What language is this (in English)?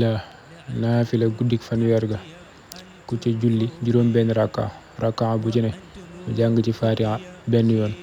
Wolof